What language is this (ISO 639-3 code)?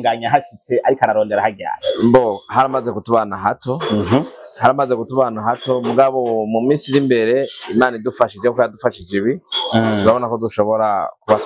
run